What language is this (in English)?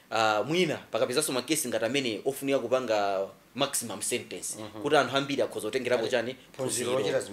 Nyanja